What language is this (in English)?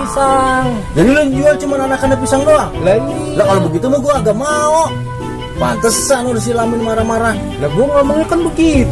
Betawi